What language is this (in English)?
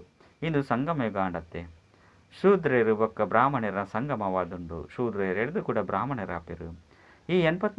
Tulu